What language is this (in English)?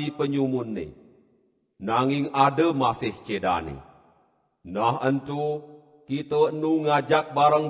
Balinese